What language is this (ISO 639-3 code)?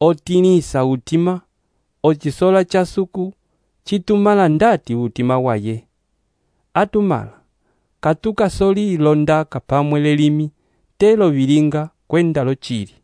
umb